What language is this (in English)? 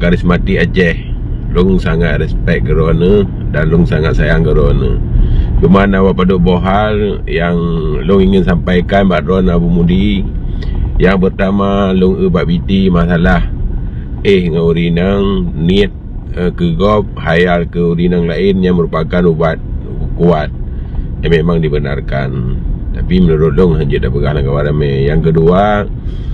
Achinese